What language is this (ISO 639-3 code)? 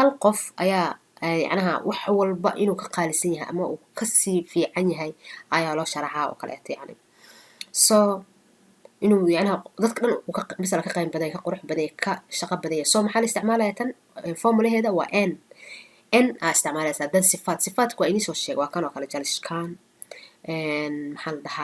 som